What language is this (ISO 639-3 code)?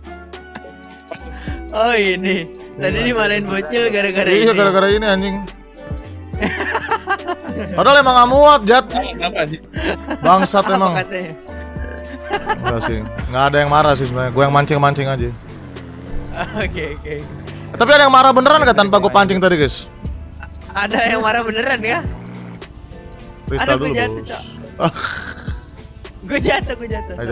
ind